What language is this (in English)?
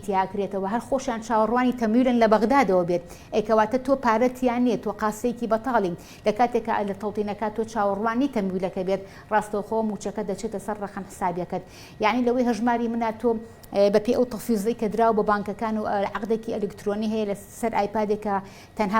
Central Kurdish